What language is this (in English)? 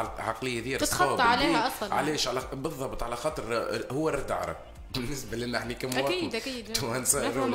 Tunisian Arabic